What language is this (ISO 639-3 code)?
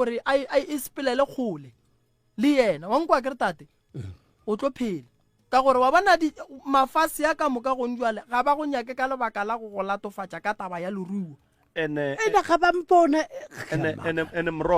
nso